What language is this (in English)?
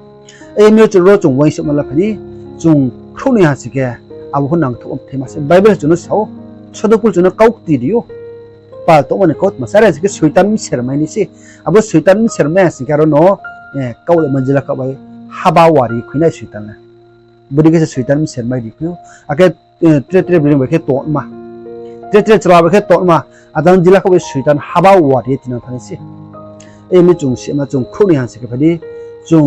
Riang (India)